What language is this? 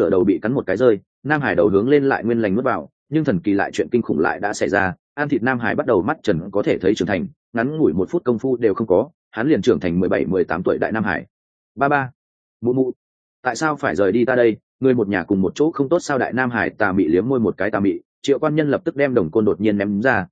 Vietnamese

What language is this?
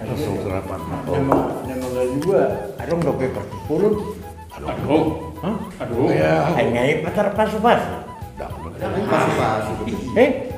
Batak Toba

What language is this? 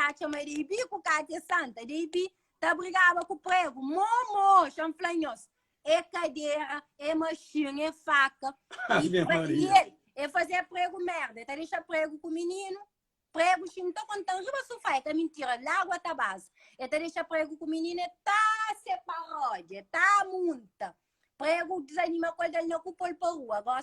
Kabuverdianu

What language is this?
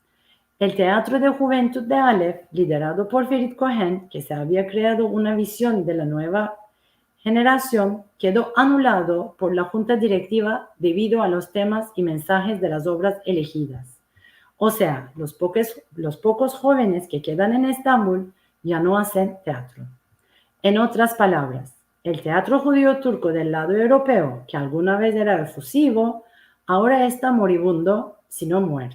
Ladino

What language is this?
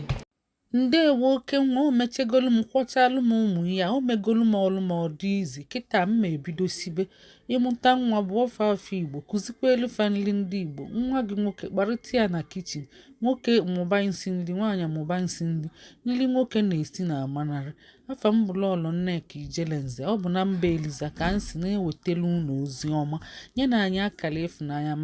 Igbo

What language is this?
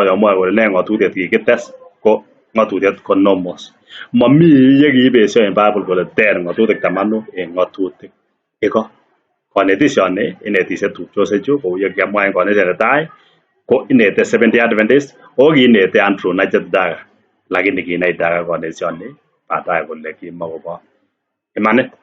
Kalenjin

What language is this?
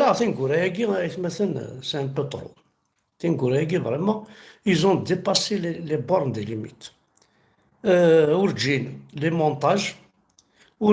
Kabyle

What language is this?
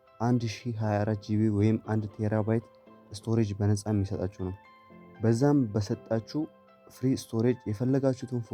Amharic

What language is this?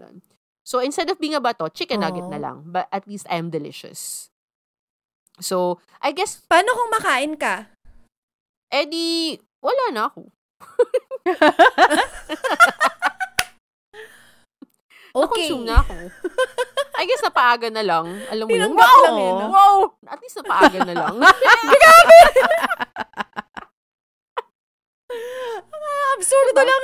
Filipino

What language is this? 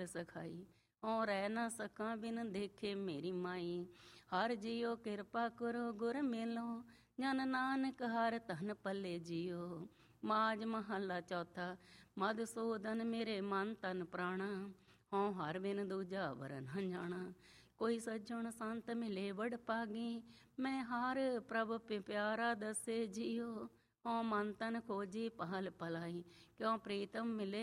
Punjabi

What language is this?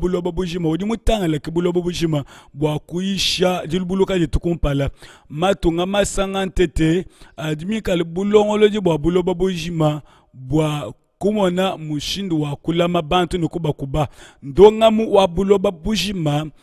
Luba-Lulua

